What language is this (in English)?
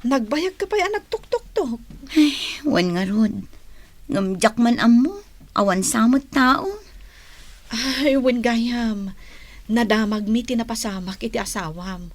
Iloko